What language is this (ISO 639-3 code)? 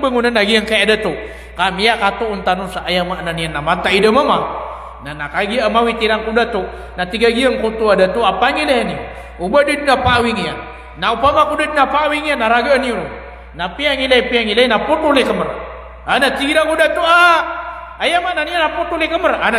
mrw